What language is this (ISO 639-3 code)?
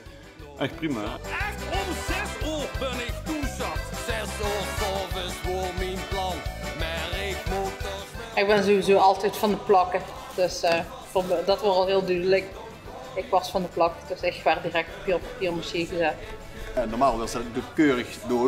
lim